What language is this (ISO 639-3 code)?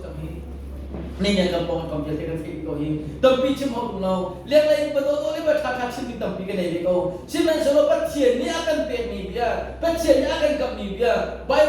cnh